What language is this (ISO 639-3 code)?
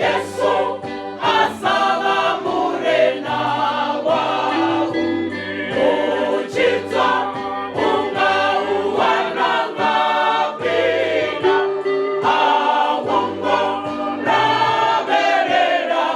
ven